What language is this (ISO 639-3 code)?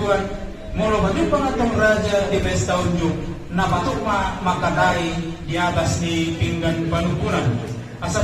bbc